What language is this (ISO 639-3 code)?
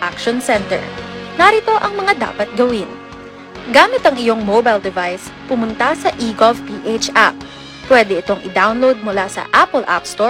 fil